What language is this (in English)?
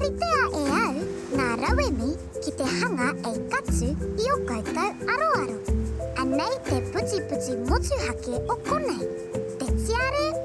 Māori